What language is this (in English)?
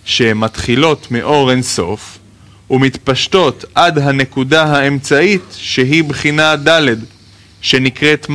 Hebrew